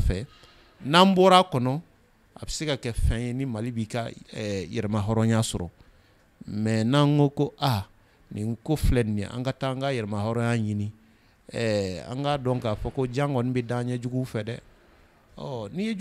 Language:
Bambara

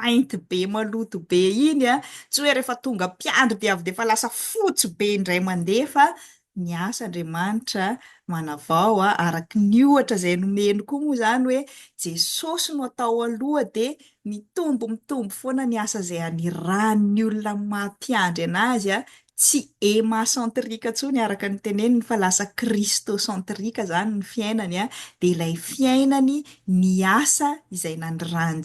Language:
Malagasy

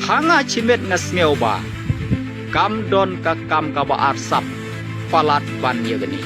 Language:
Khasi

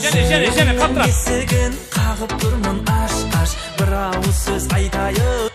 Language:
Kara-Kalpak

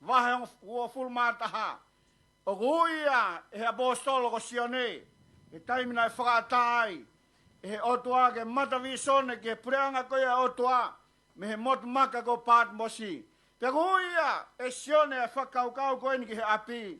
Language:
Tongan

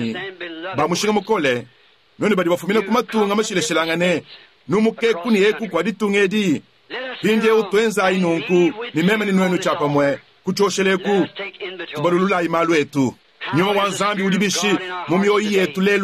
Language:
Luba-Lulua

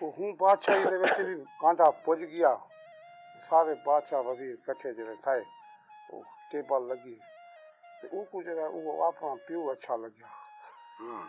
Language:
Saraiki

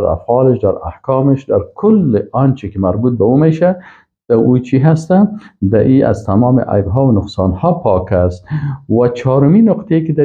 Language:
Persian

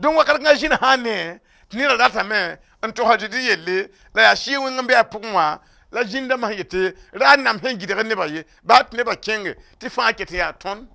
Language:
Mossi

